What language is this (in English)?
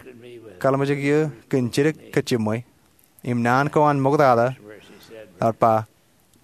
Marshallese